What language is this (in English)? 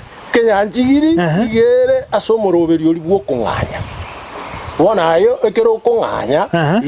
Gusii